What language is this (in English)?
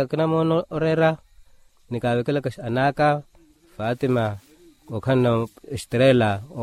Makhuwa